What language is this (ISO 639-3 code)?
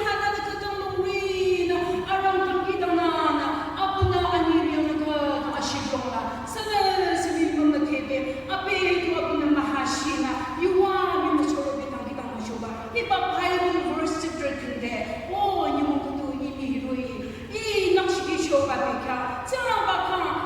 nag